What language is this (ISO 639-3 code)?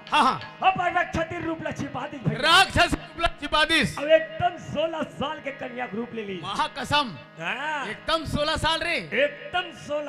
hne